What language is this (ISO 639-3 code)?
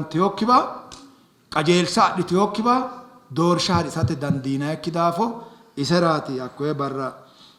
sid